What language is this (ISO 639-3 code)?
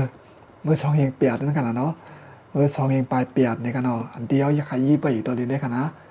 shn